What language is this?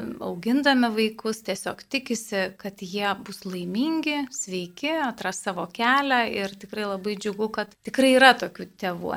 Lithuanian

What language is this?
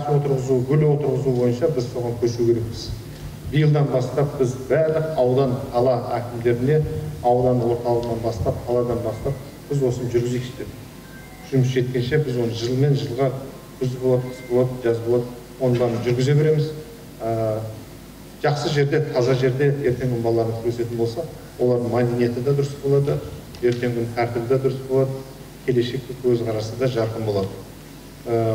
Kazakh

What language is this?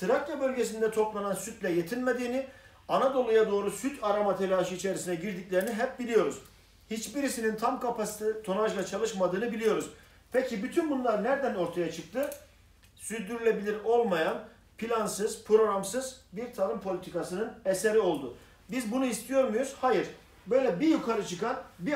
Turkish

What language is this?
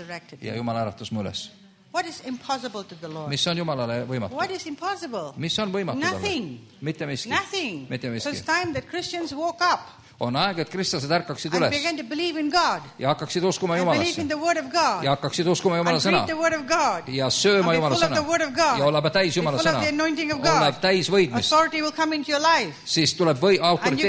Estonian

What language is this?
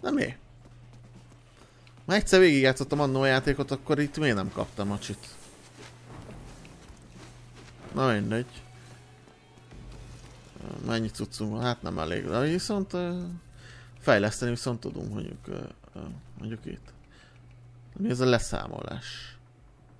Hungarian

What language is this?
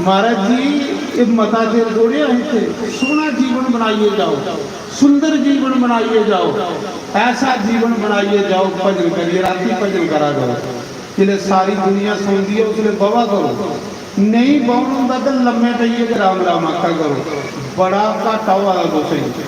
Dogri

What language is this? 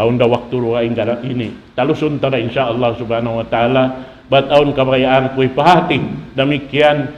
Tausug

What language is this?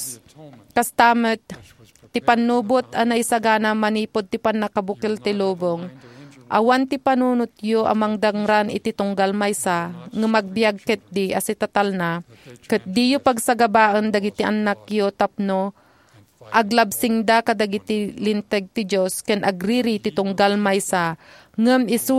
Iloko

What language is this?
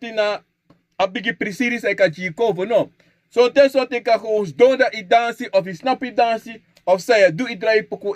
Sranan Tongo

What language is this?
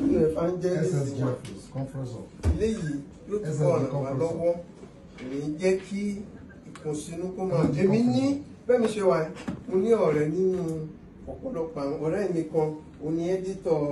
Yoruba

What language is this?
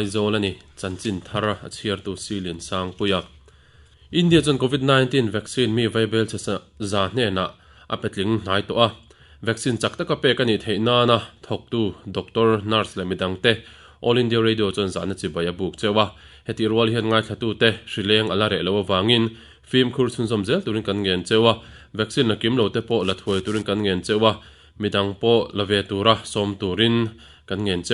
Mizo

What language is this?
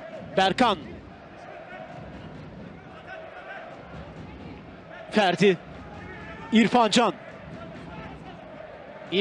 Turkish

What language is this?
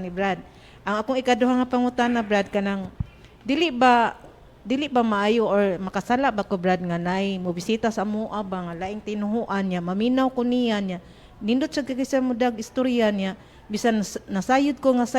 Cebuano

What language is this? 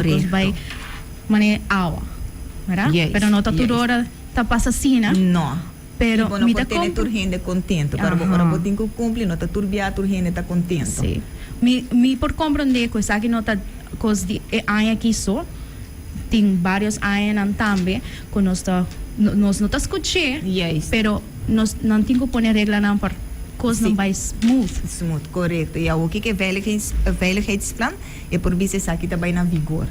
Papiamento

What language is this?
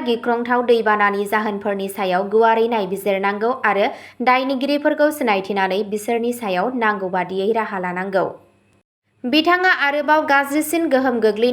Bodo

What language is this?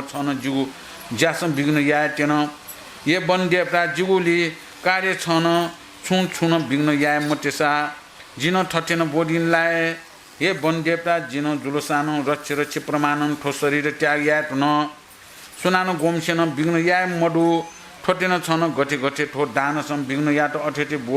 Newari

